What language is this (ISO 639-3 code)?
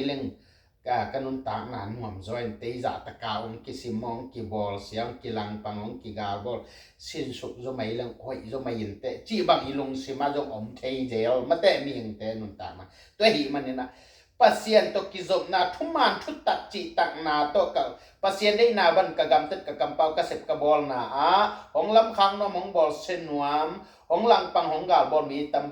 ctd